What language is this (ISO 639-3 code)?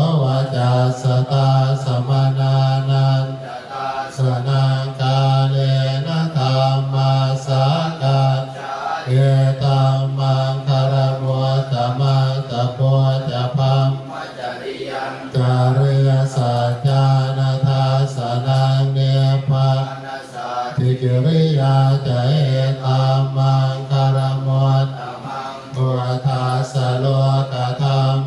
pli